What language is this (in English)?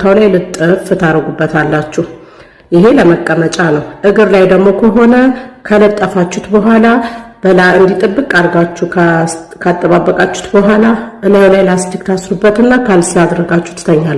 Amharic